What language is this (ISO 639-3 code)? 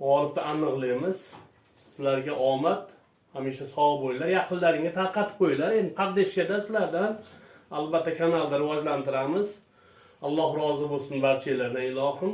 uzb